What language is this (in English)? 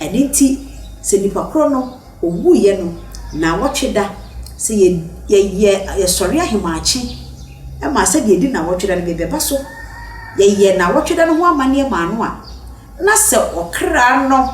Akan